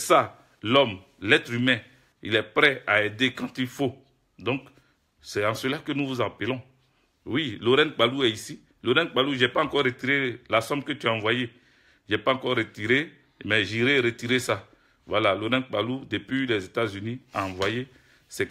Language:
French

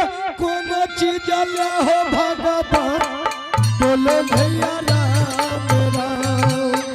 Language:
Angika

